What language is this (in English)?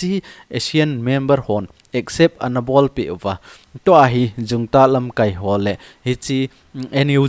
Thado Chin